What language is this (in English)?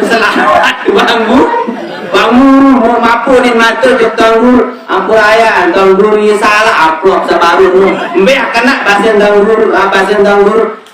Sasak